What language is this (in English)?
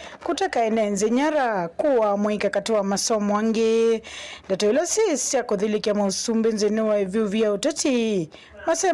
Kamba